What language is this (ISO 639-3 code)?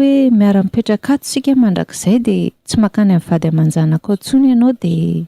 mlg